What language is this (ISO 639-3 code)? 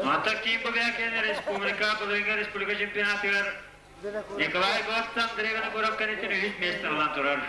sah